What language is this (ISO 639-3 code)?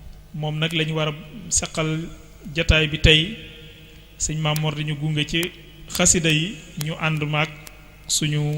wol